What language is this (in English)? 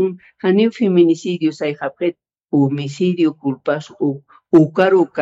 Aymara